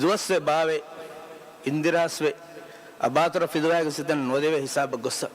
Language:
Divehi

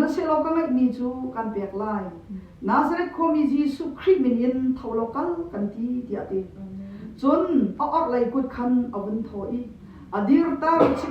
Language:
Hakha Chin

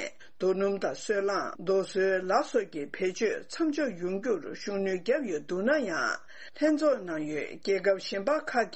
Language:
Tibetan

